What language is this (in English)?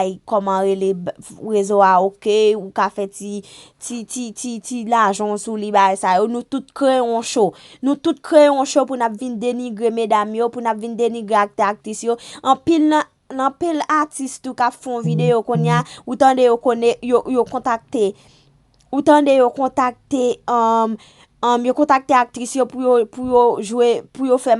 Haitian Creole